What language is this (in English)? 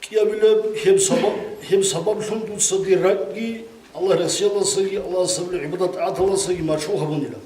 Avaric